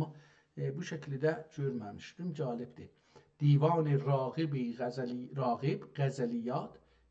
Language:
South Azerbaijani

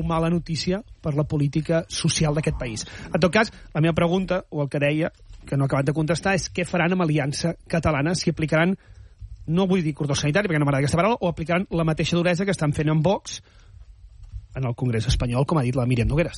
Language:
Catalan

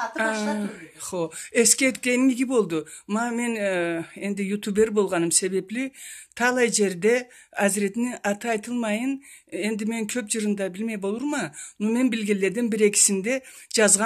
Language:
Karachay-Balkar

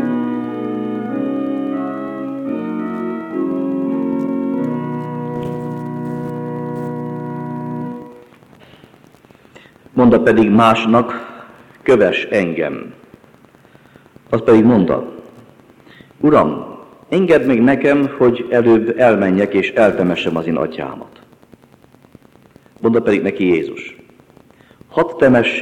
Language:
Hungarian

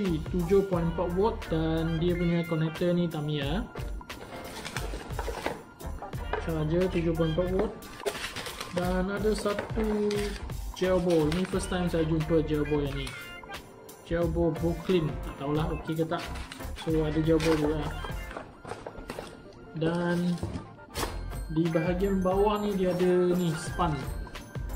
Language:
Malay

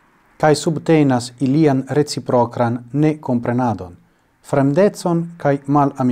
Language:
Esperanto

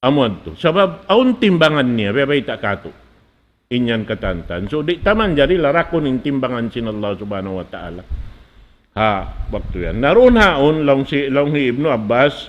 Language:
Tausug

